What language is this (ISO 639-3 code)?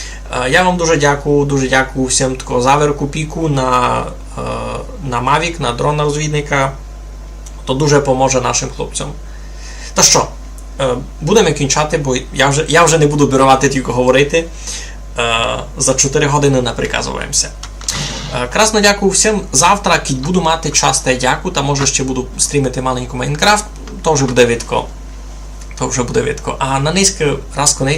rue